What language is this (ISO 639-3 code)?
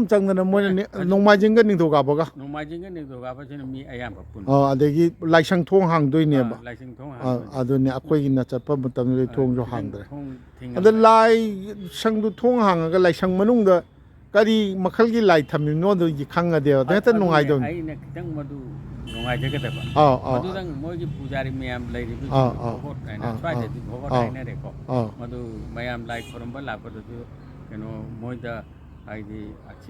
mni